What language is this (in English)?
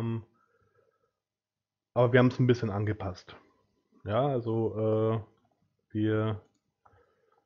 German